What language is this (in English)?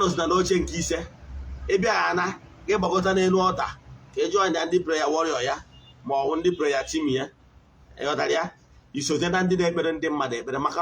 Igbo